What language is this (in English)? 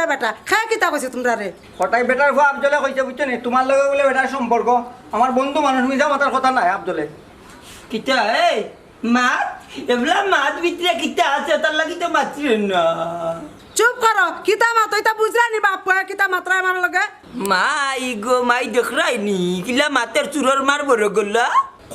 Sylheti